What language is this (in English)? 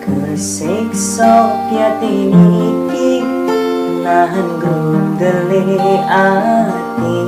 Javanese